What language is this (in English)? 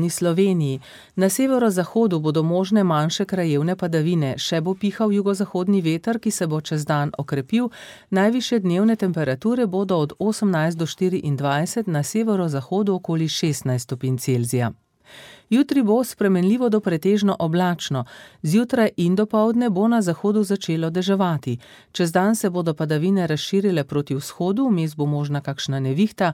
Slovenian